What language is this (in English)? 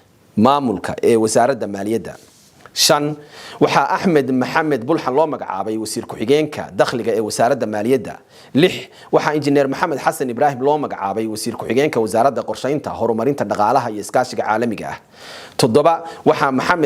Somali